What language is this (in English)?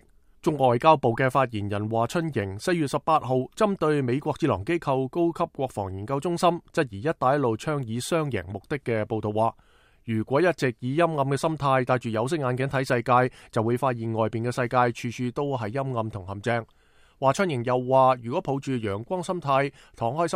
Cantonese